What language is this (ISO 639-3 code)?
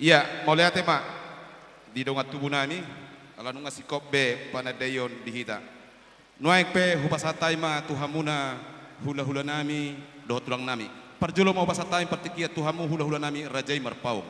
bbc